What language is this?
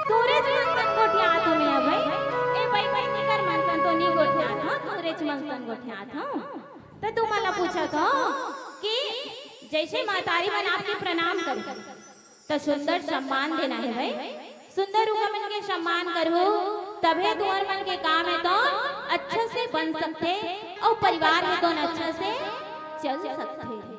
Chhattisgarhi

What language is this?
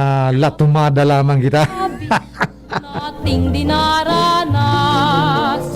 Bikol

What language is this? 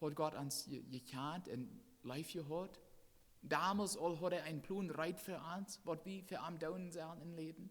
Plautdietsch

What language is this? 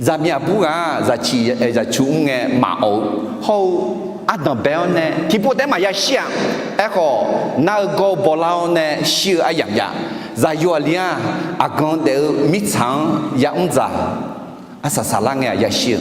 Akha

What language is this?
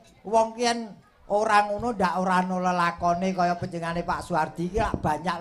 Javanese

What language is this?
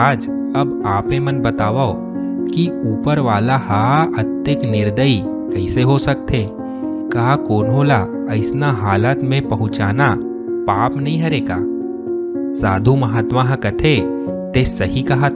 Chhattisgarhi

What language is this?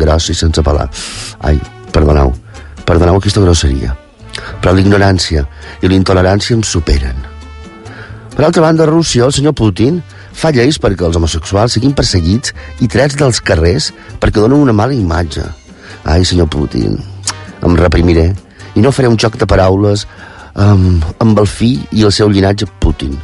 Catalan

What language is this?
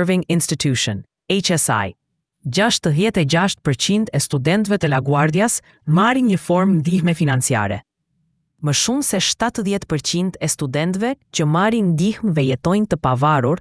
Albanian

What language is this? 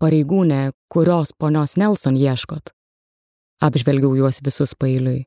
Lithuanian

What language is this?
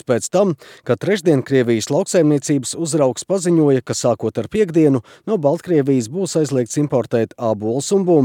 Latvian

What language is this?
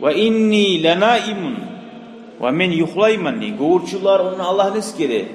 Kumyk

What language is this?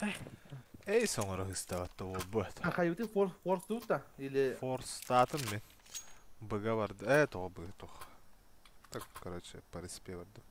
Yakut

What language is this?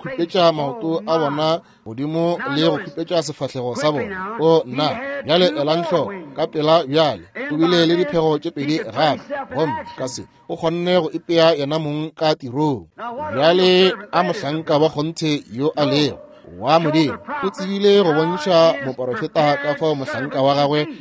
Northern Sotho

